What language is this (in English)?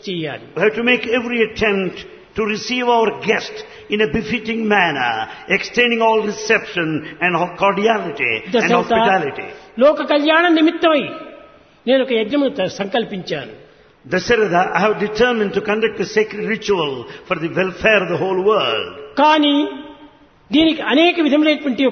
Telugu